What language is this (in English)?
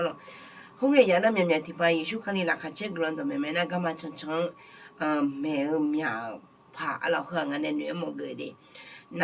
Akha